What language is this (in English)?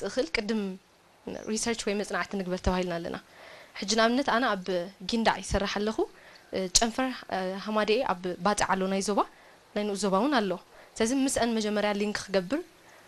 Tigrinya